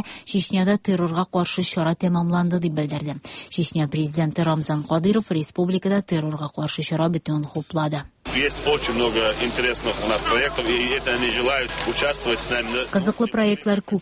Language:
Tatar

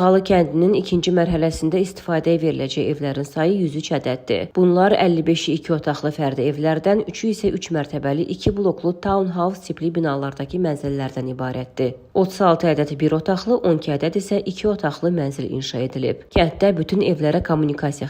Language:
Azerbaijani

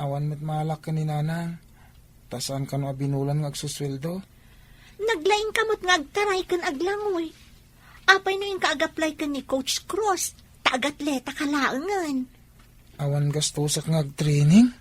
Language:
Iloko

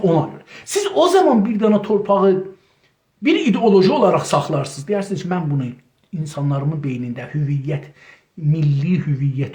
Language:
South Azerbaijani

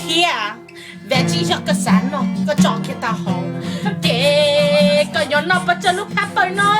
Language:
Hmong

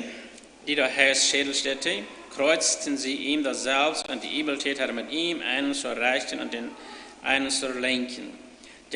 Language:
Plautdietsch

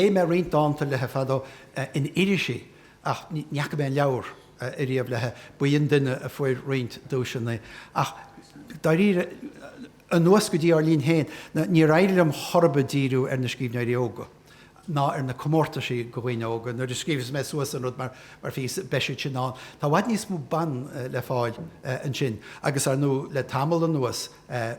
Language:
Irish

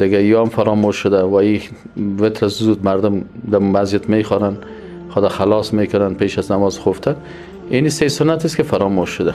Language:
Tajik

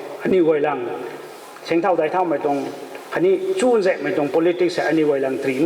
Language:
Rongmei Naga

